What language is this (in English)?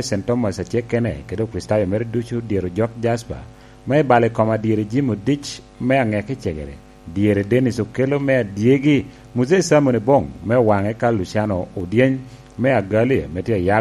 Lango (Uganda)